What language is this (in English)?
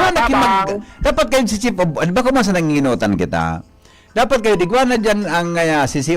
Bikol